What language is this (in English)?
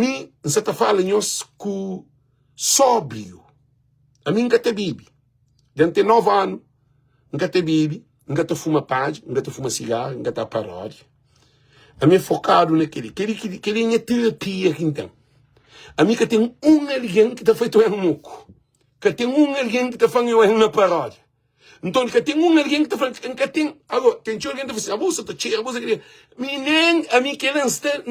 Kabuverdianu